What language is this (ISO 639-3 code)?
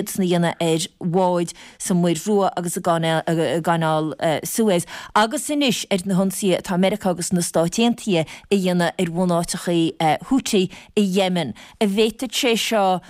gle